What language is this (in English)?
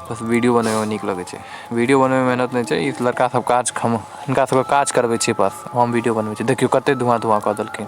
Maithili